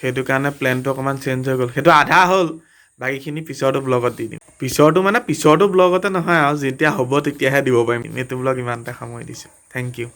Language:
Assamese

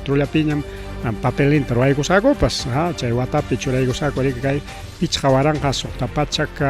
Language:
Ayacucho Quechua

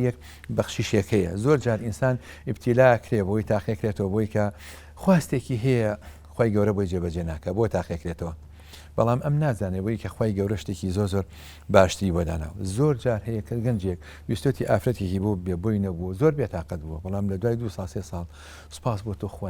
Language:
Central Kurdish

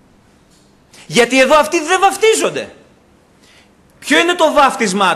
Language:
Greek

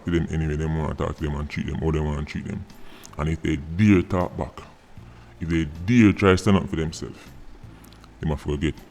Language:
Jamaican Creole English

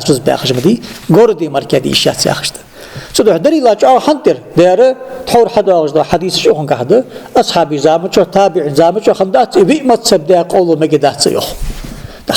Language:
Ingush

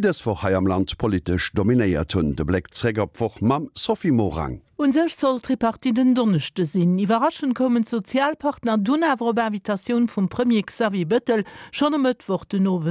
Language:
Luxembourgish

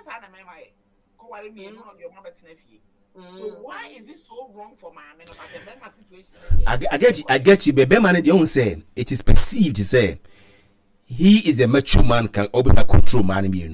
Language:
Akan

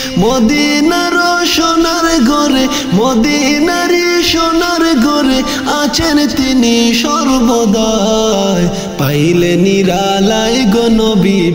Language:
Bangla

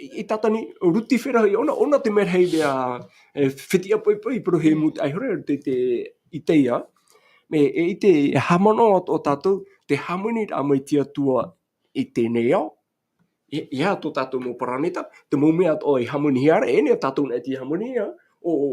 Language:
Tahitian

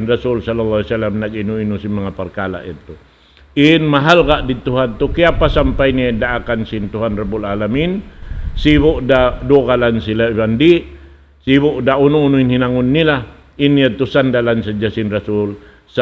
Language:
Tausug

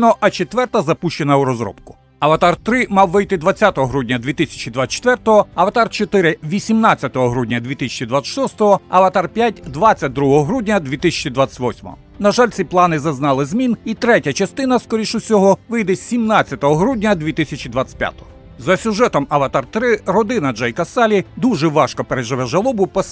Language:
Ukrainian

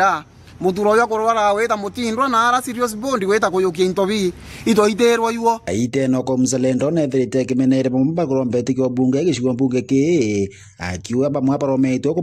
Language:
Meru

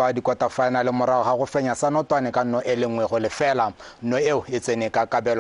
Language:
Tswana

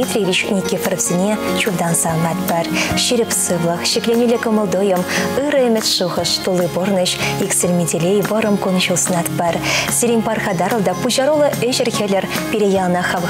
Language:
Chuvash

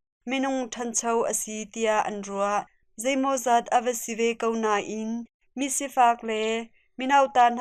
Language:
Hakha Chin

